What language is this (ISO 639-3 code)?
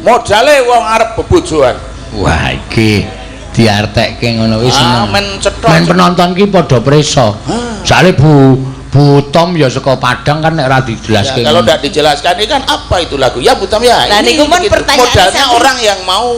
jav